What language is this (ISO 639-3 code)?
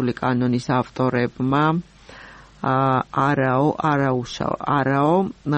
kat